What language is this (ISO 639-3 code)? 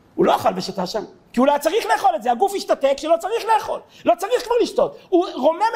heb